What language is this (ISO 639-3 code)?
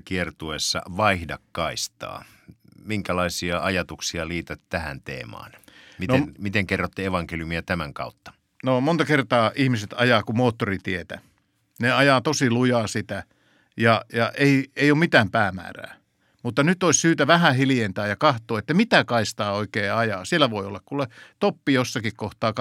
fin